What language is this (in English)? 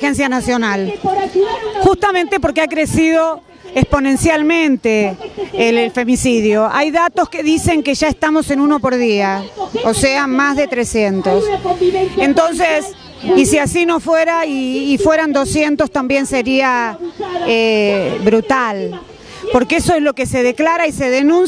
Spanish